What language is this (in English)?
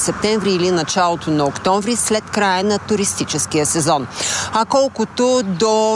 Bulgarian